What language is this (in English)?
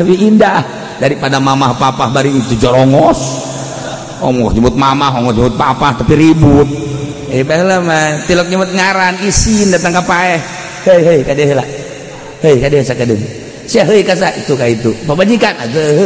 Sundanese